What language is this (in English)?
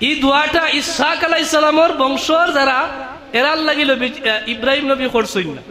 Sylheti